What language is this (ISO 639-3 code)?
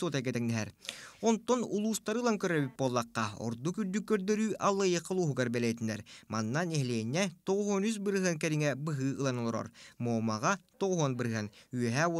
sah